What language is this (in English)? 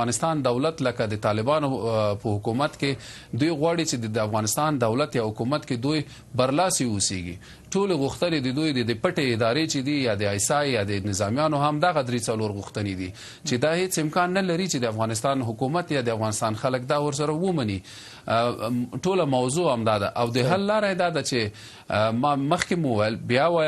Pashto